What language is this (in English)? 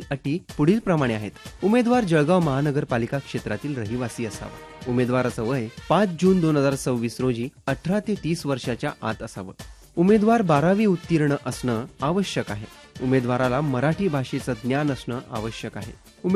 Marathi